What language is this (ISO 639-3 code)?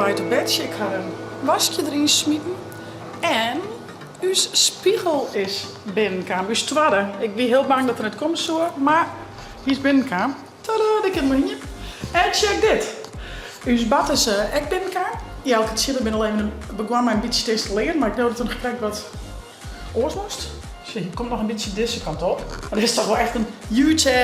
fry